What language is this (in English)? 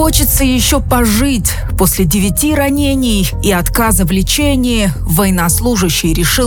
Russian